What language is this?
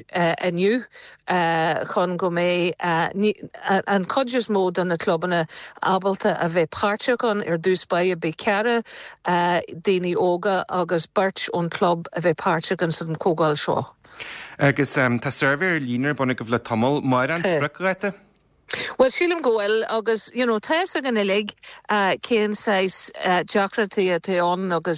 Irish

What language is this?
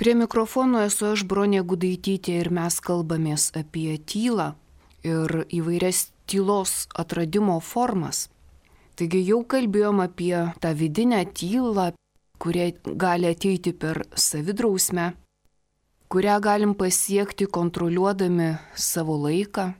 Lithuanian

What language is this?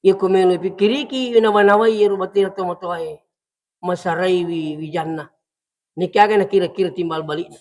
Buginese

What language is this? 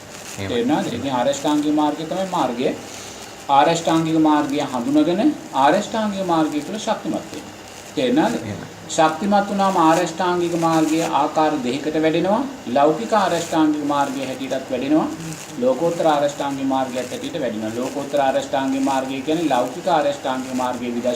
Sinhala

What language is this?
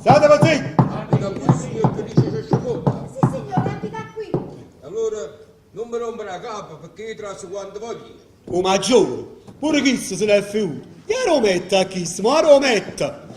Neapolitan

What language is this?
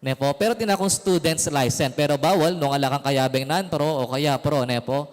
Pampanga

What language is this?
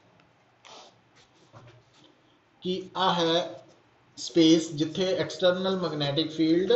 Punjabi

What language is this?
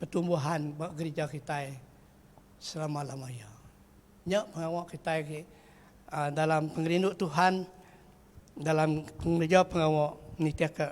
Iban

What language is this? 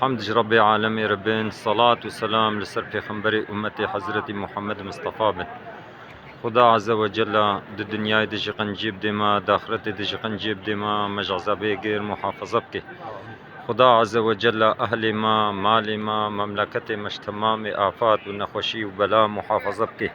Kurdish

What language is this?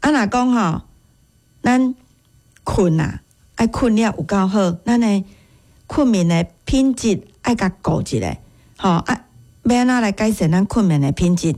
Min Nan Chinese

